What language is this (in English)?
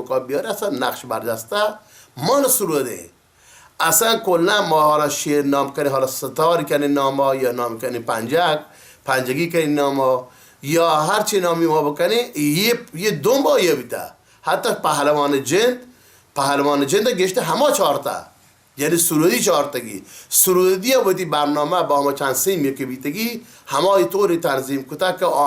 Baluchi